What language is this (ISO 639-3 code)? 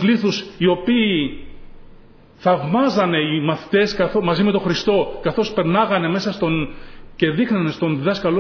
ell